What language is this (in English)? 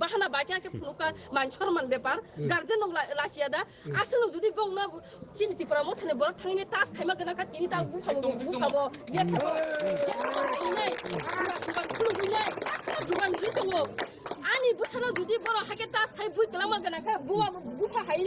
Kok Borok